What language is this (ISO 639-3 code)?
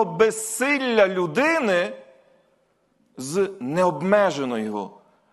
ukr